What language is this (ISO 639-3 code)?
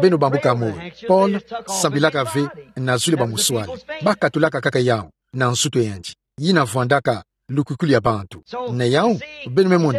ktu